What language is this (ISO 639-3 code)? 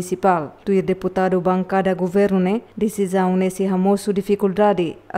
tet